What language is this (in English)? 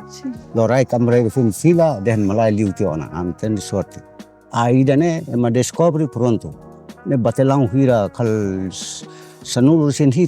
Tetum